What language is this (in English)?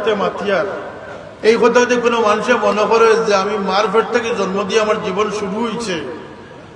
Sylheti